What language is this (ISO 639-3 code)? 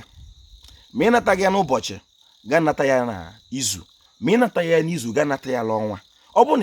ibo